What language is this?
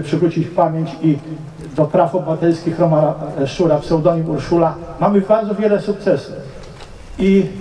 Polish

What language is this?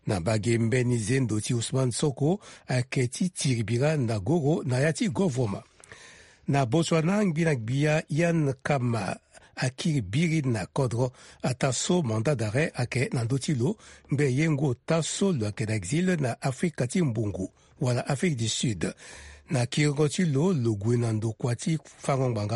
Sango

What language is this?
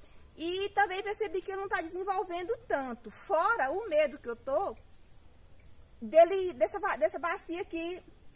Portuguese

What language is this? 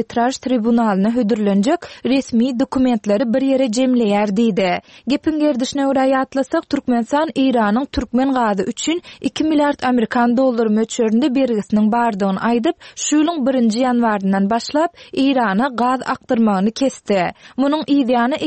Turkmen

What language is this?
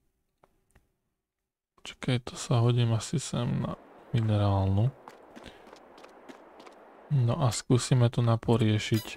Slovak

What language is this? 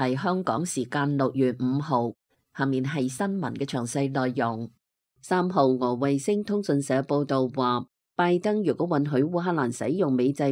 Cantonese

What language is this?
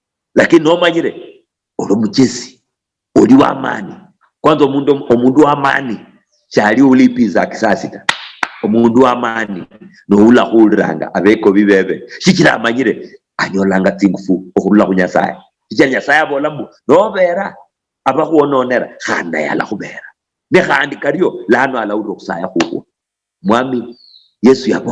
Luyia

